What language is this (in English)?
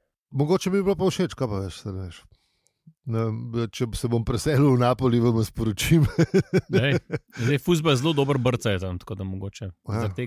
Slovenian